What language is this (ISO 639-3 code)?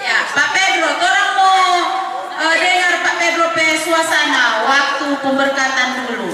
xmm